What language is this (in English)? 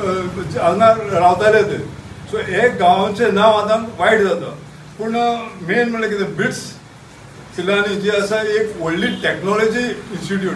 Konkani